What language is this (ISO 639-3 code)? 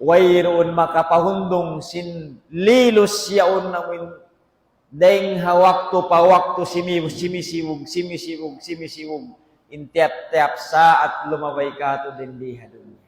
tsg